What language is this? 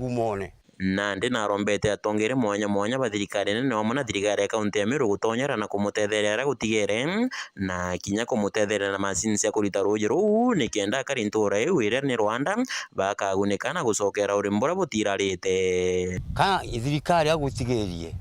Meru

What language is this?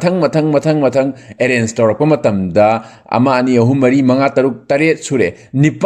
Manipuri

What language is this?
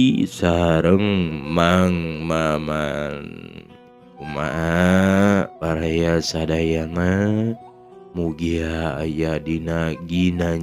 Sundanese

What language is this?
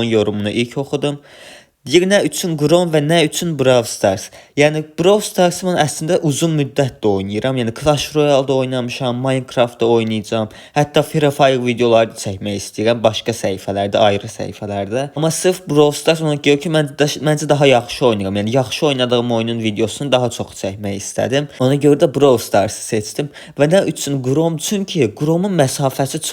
Azerbaijani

